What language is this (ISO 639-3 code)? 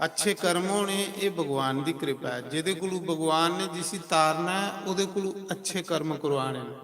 doi